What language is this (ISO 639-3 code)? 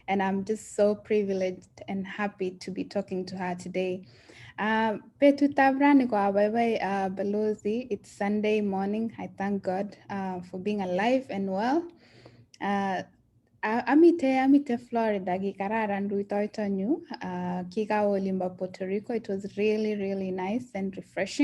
kln